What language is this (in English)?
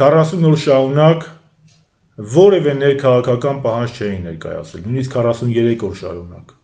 Armenian